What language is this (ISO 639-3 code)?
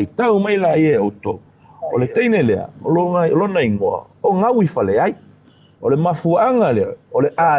smo